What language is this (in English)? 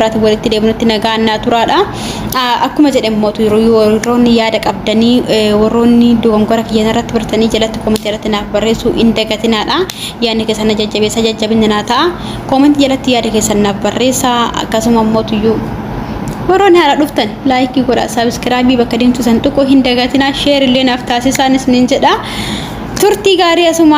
Oromo